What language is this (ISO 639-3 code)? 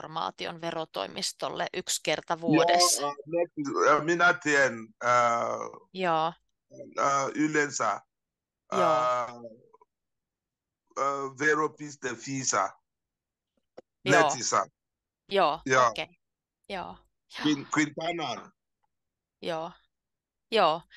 fin